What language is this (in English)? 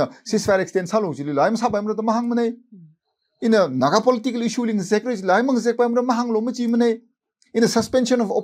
Tangkhul Naga (India)